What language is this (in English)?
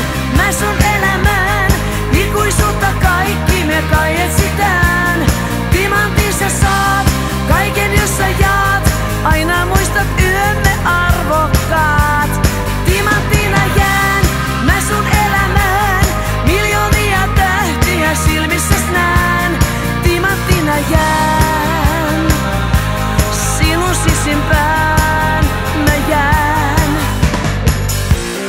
Finnish